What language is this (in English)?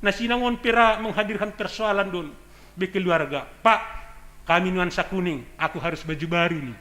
Batak Simalungun